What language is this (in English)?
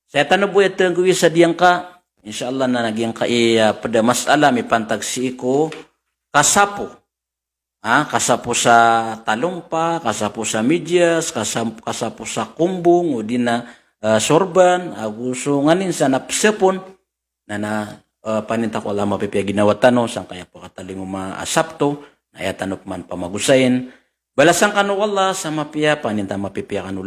Maranao